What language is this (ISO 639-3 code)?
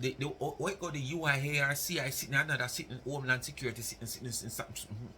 jam